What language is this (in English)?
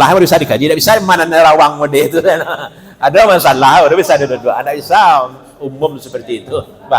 Minangkabau